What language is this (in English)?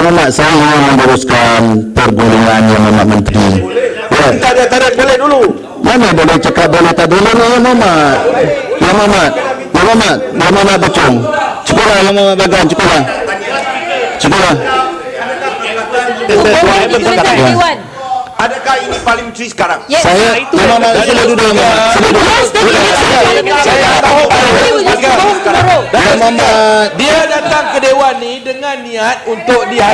Malay